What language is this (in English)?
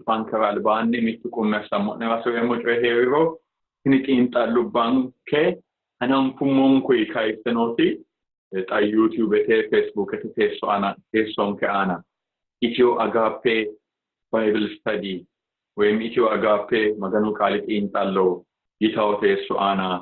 Sidamo